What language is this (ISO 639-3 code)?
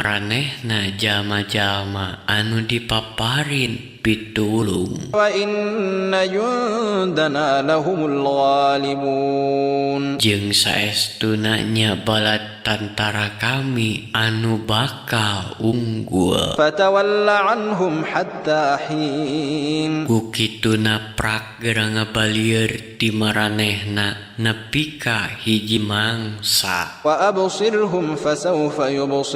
sun